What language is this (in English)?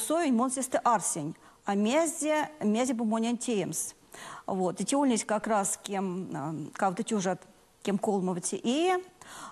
Erzya